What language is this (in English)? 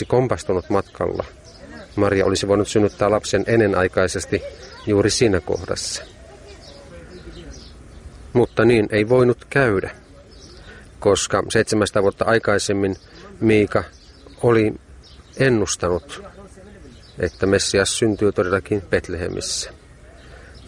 Finnish